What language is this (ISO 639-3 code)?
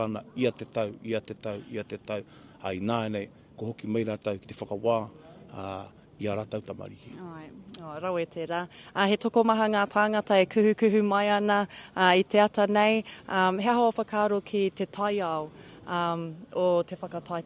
mri